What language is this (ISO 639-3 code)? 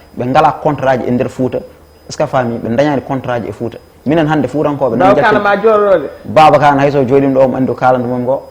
ful